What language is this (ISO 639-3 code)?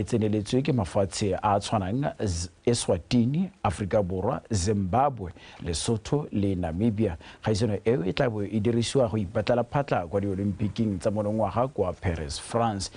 tsn